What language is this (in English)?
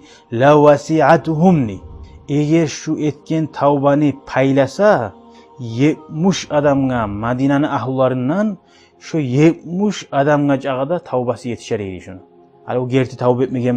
Kumyk